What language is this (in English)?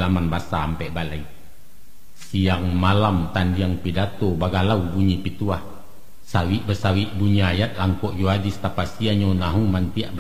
Minangkabau